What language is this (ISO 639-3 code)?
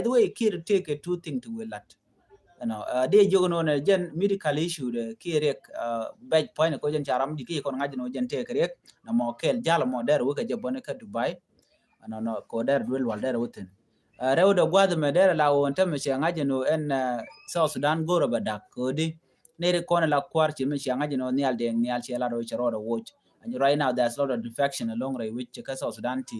nus